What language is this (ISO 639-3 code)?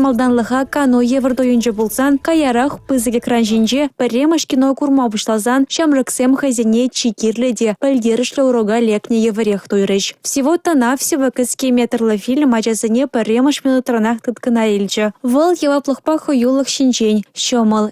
chv